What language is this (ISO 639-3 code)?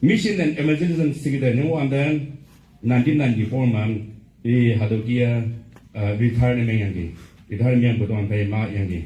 nbe